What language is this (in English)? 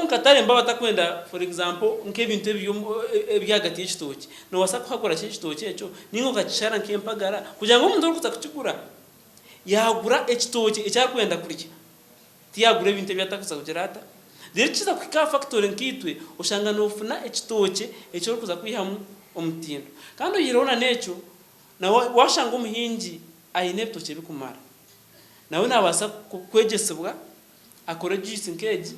Nyankole